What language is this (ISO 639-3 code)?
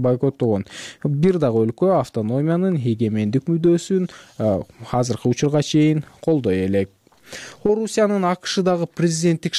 kir